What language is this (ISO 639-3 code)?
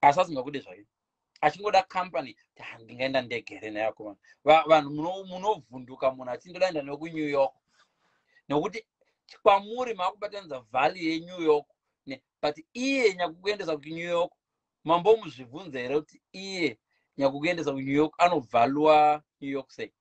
sna